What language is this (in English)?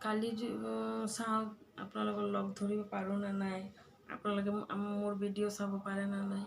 Assamese